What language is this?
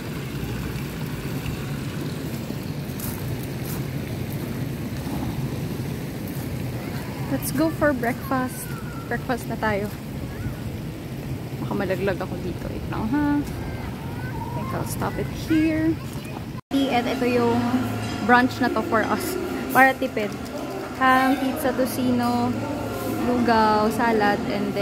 Filipino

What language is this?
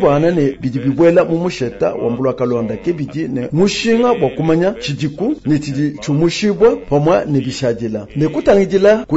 Luba-Lulua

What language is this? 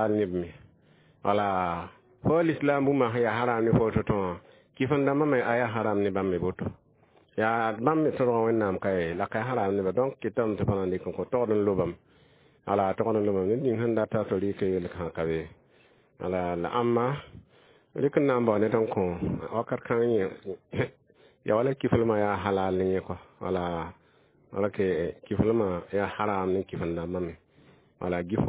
Mossi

